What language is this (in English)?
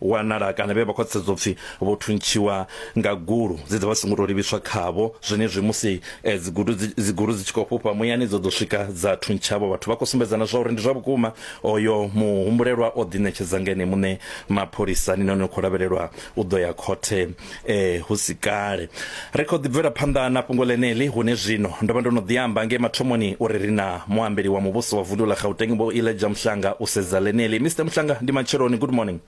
Venda